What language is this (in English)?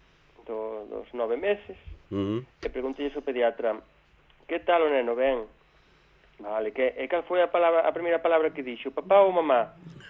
Galician